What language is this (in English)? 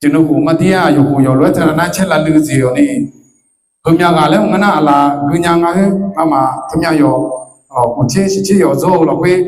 Akha